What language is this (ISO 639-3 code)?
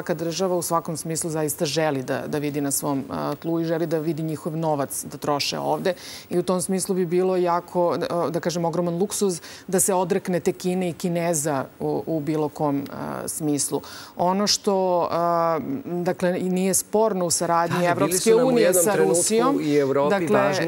srp